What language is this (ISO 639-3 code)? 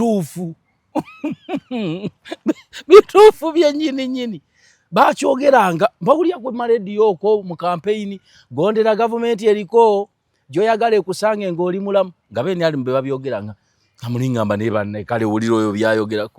lug